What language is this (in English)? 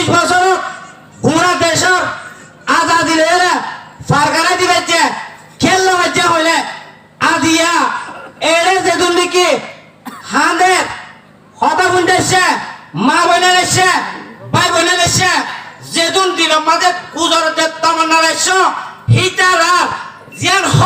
Rohingya